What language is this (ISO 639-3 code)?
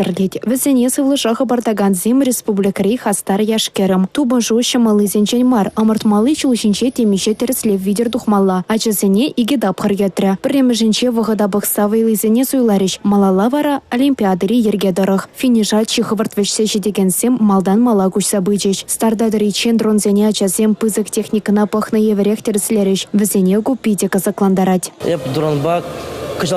chv